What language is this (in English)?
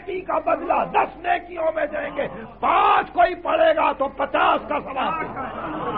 Urdu